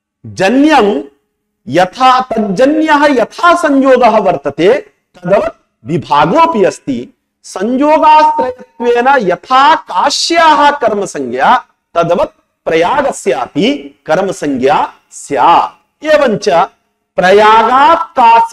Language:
Sanskrit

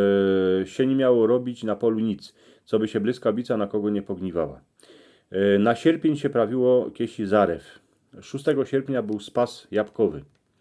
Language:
Silesian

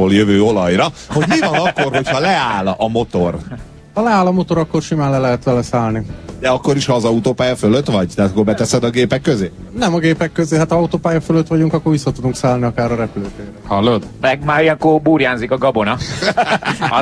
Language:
Hungarian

